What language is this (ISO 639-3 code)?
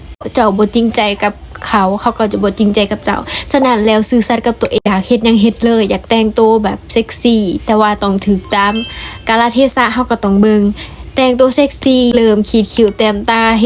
lao